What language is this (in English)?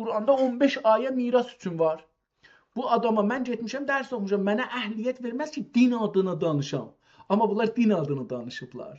South Azerbaijani